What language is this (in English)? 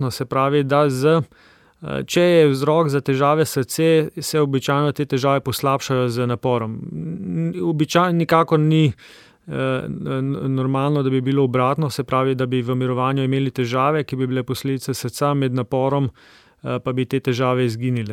Slovenian